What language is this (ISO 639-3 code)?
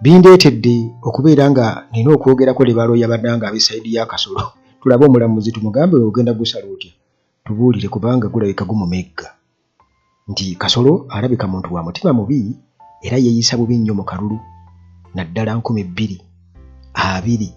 lug